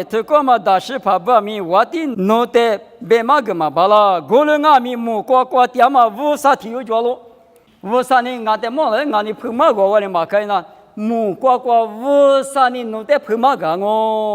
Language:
Lisu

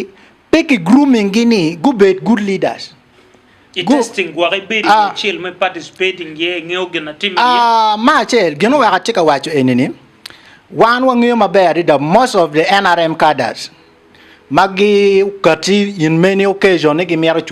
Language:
Acoli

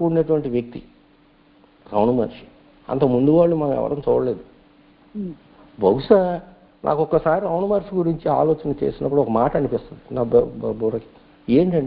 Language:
Telugu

